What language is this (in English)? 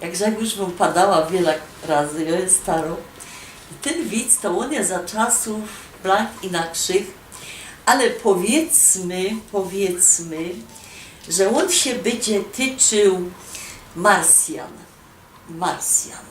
Silesian